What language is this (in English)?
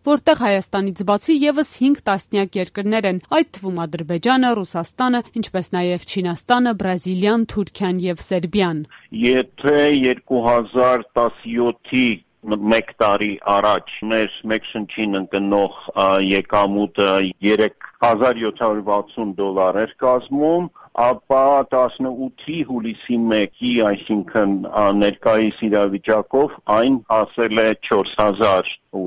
Armenian